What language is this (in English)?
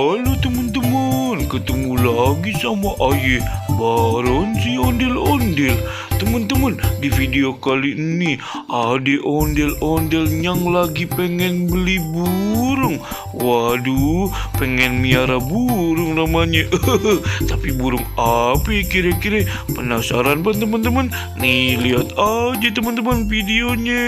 Betawi